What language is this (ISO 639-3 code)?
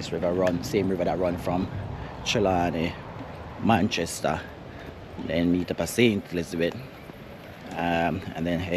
jam